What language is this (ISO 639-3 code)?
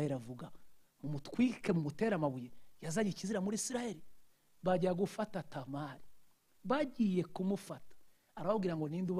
kin